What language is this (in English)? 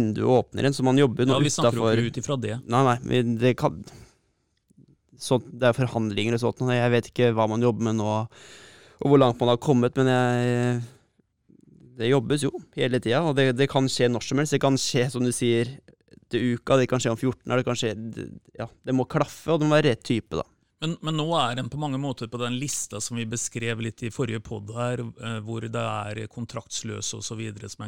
Norwegian